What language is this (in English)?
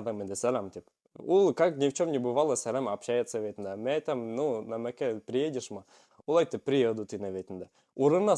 Bashkir